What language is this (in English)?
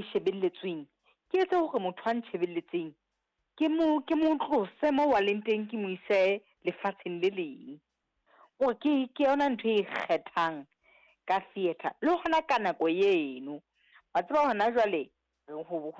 Southern Sotho